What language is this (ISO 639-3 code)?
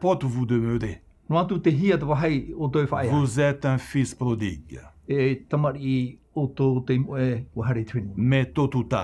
tah